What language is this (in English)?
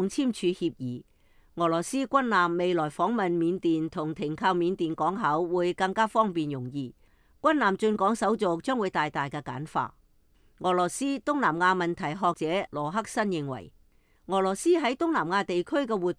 Cantonese